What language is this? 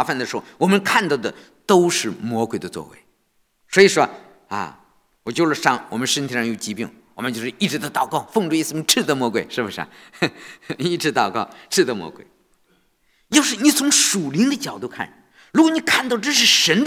Chinese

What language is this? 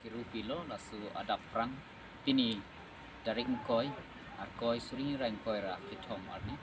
Karbi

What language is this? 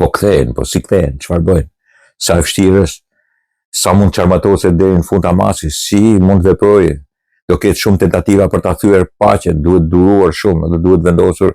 Albanian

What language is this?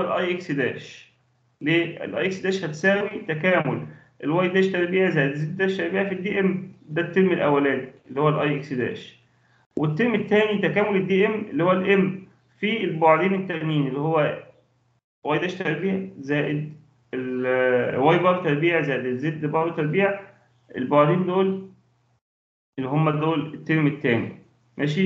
Egyptian Arabic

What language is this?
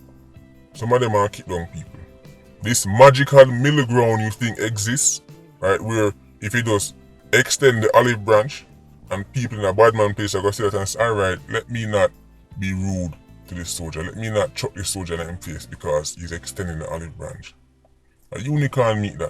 Jamaican Creole English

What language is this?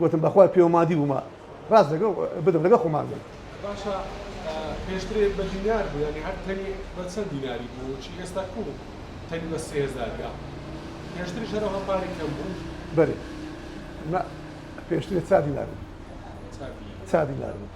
Central Kurdish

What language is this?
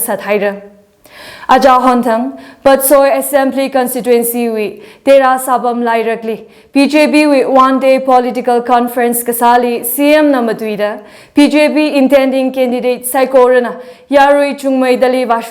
Tangkhul Naga (India)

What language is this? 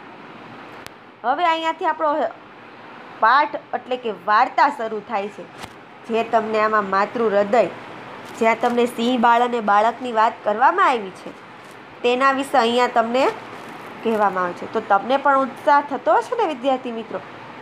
Gujarati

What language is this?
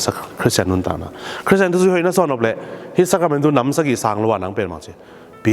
Tedim Chin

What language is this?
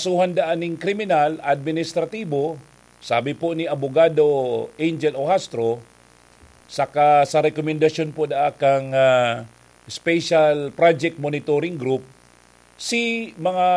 Bikol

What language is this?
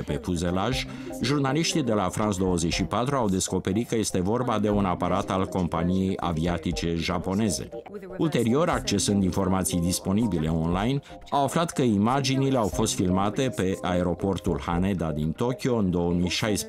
Romanian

